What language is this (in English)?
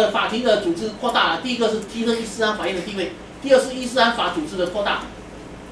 Chinese